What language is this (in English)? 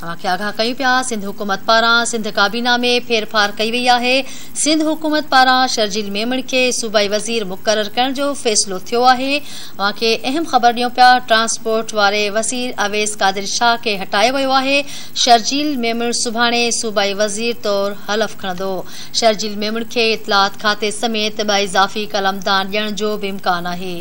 Sindhi